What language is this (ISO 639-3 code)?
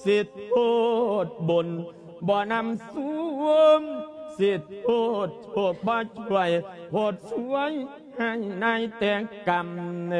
lao